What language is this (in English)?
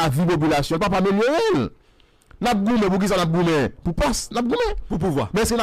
Haitian Creole